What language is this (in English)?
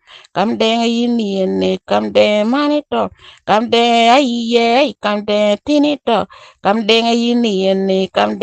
Lango (Uganda)